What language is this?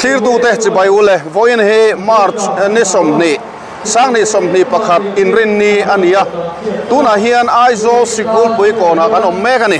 Mizo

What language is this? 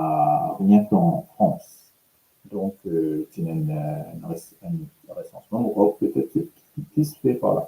Morisyen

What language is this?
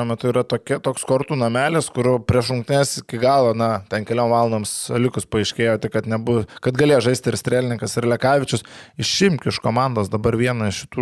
Lithuanian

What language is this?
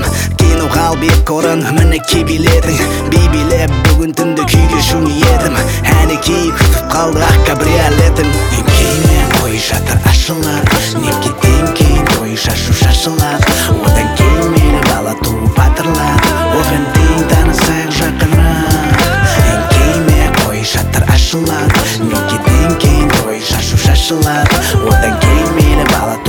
Kazakh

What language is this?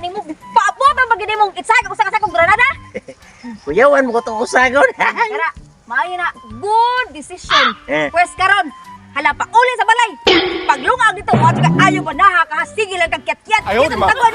Cebuano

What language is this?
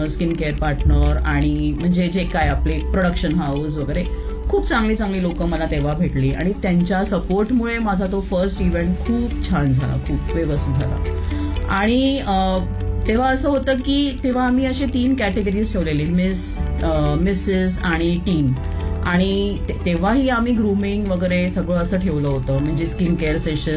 Marathi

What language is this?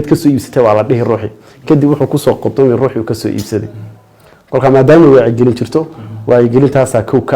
Somali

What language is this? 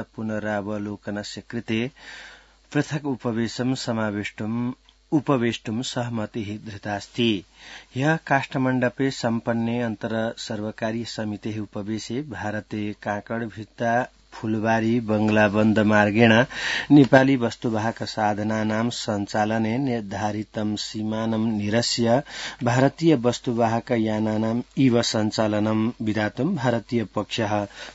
Sanskrit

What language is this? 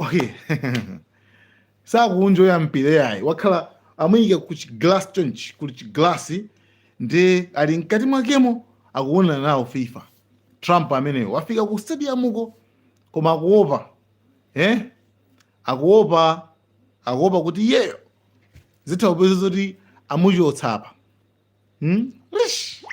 Nyanja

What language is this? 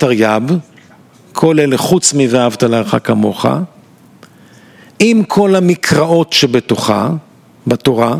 Hebrew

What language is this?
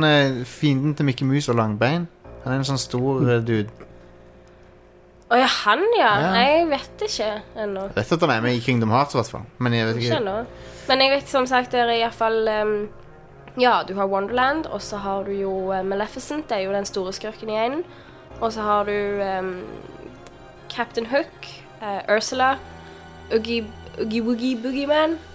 Norwegian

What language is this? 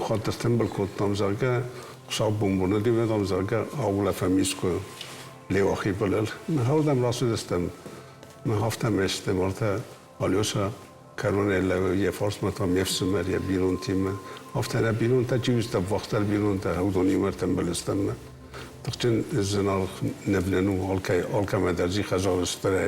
Ossetic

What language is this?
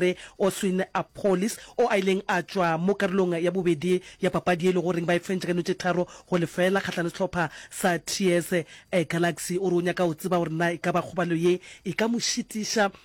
Northern Sotho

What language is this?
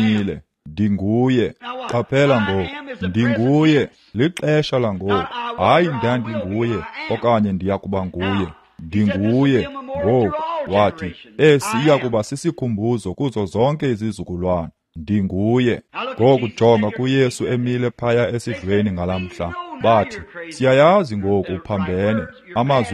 Xhosa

